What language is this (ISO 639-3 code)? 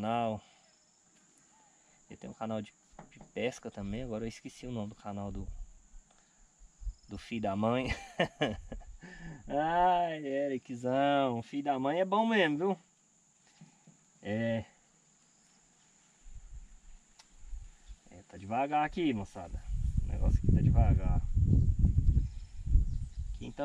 por